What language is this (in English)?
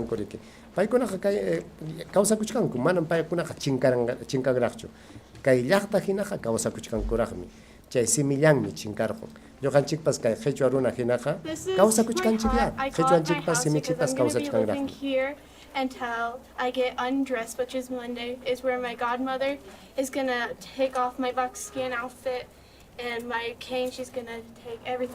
Ayacucho Quechua